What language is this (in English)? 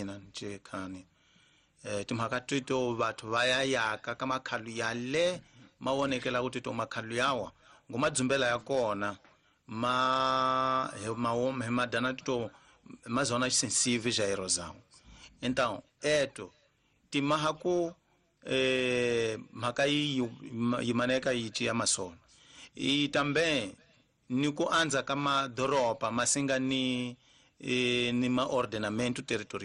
Tsonga